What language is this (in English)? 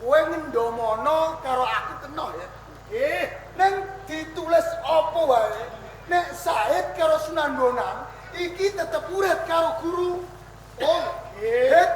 Javanese